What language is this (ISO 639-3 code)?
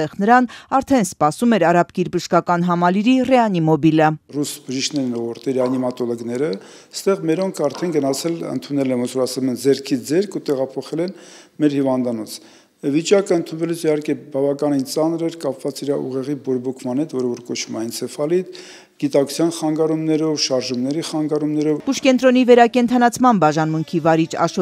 hye